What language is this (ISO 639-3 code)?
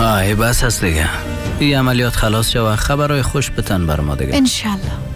fas